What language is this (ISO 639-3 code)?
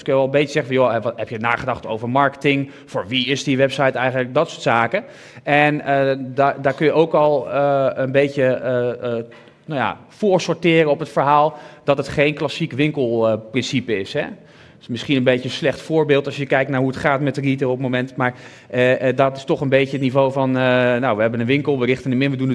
nld